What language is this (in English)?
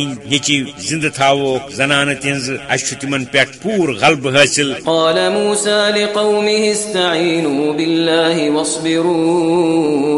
Kashmiri